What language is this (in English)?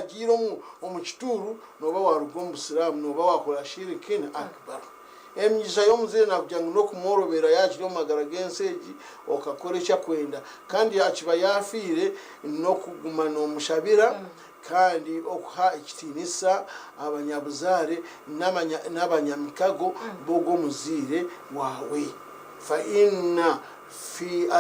Nyankole